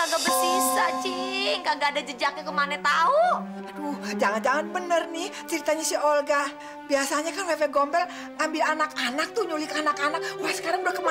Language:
Betawi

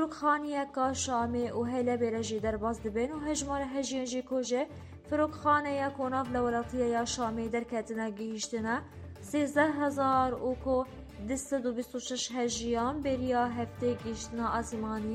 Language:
Kurdish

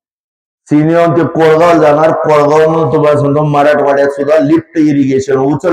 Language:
Marathi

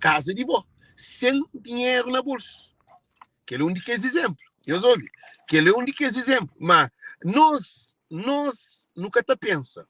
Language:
Kabuverdianu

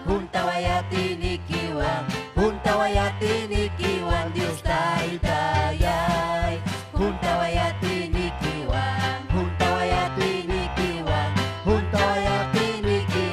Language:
Ayacucho Quechua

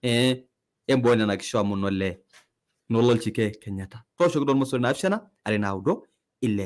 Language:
Masai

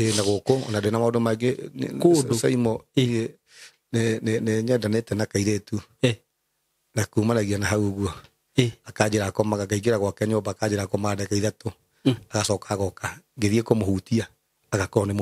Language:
Kikuyu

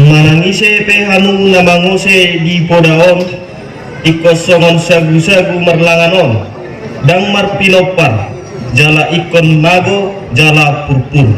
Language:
Batak Toba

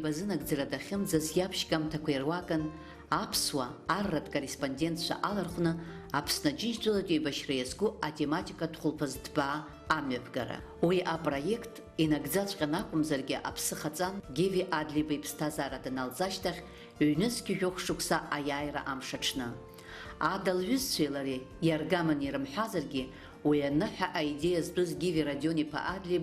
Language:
Abkhazian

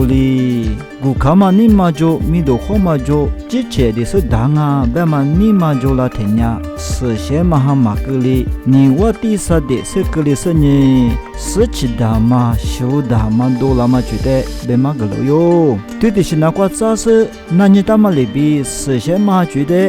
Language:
Lisu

